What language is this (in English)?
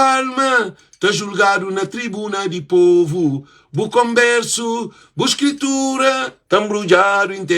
Kabuverdianu